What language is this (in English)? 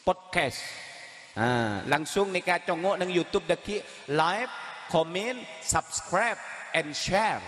Madurese